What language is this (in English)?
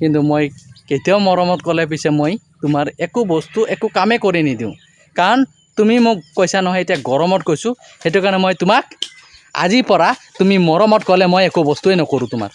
Assamese